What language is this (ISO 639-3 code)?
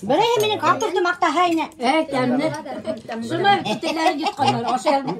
bak